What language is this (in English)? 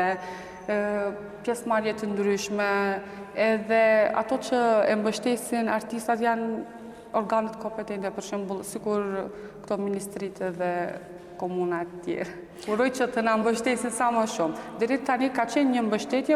Albanian